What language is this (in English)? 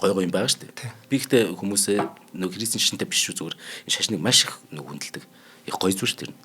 Mongolian